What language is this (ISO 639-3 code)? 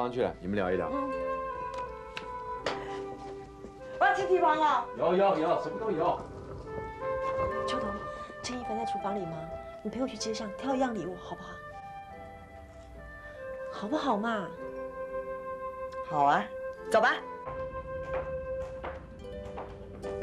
zho